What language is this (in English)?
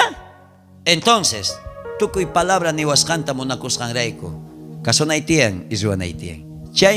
South Bolivian Quechua